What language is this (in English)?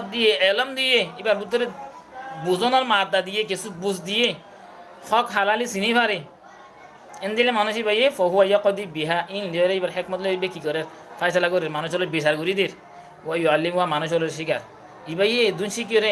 Rohingya